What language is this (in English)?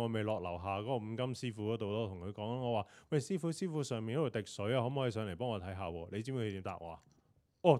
Cantonese